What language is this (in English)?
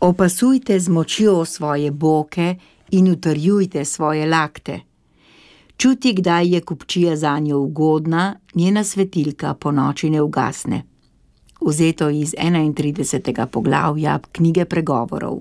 Slovenian